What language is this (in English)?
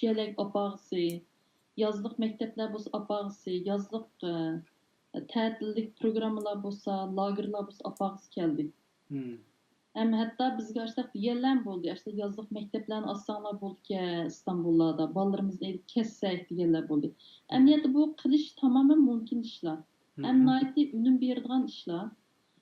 Uyghur